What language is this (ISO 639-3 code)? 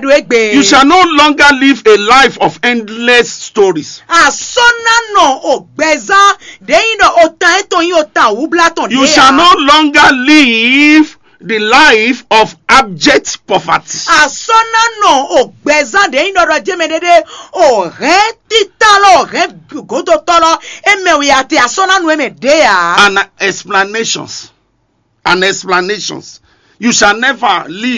fon